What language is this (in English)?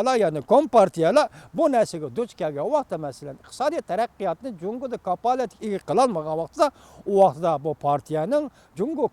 Uyghur